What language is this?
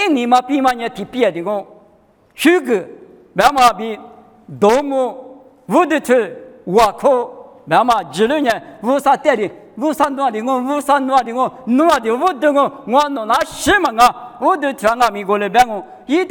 Lisu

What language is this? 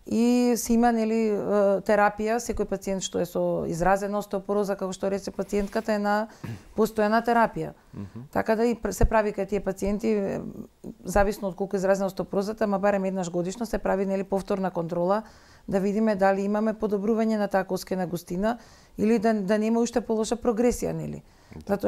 Macedonian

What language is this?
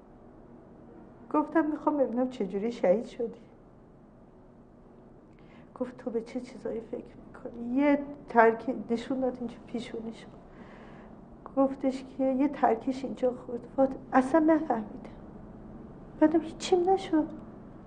Persian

